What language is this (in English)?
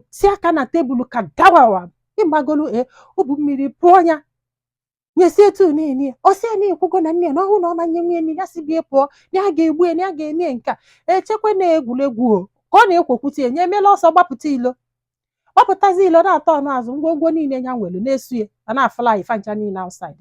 Igbo